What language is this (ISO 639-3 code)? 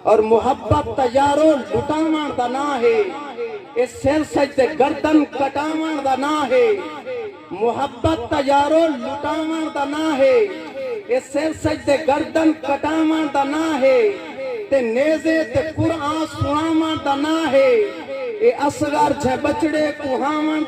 skr